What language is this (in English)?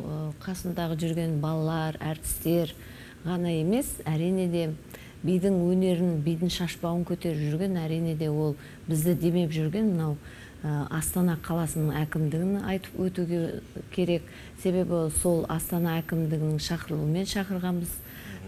Kazakh